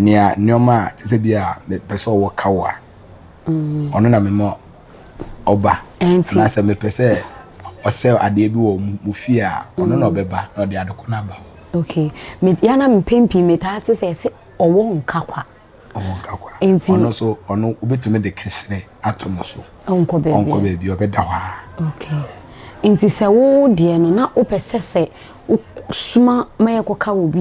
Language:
Akan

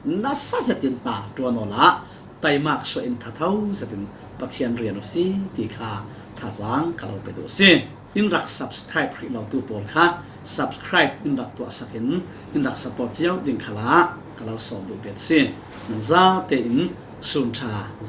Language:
Falam Chin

